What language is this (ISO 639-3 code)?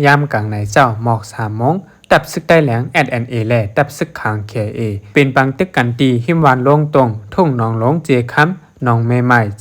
shn